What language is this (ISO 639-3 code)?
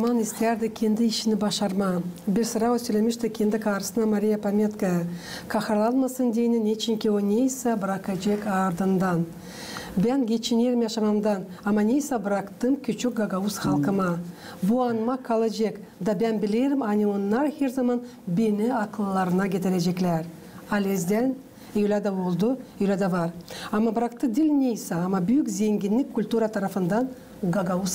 gag